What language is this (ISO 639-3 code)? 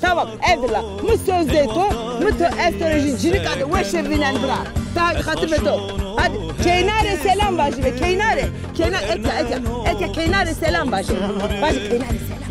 zza